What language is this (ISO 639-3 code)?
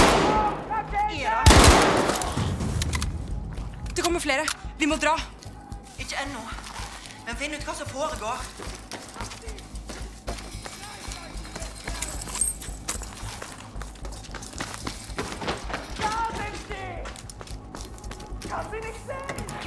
nor